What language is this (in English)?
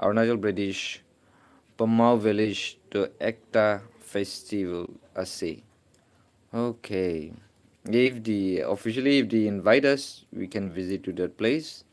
Naga Pidgin